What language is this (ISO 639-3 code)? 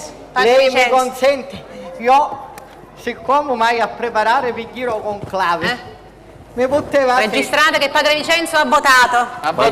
scn